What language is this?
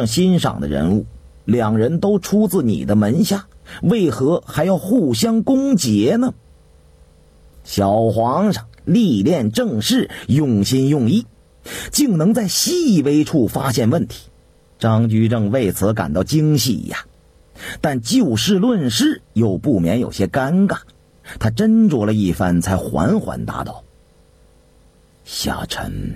Chinese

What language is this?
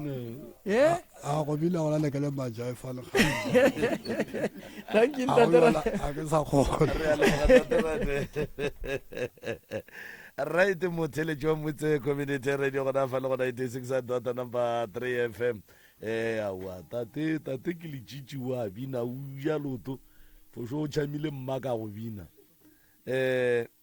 Northern Sotho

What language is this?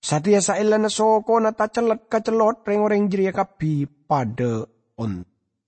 Madurese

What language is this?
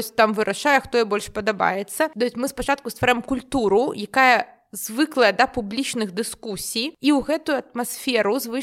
Belarusian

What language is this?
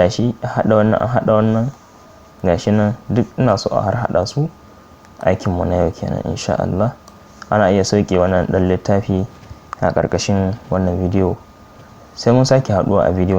Hausa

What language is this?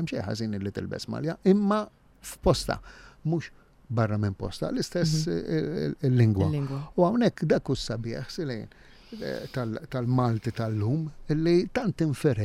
Maltese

